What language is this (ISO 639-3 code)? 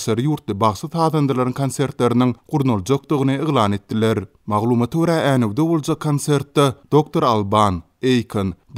tuk